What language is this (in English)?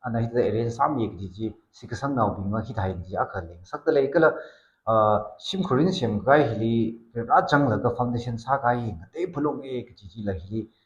Tangkhul Naga (India)